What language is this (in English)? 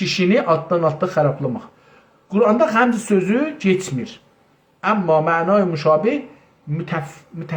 South Azerbaijani